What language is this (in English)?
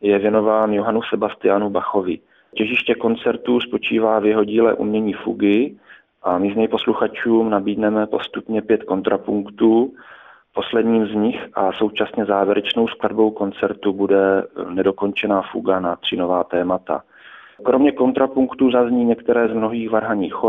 Czech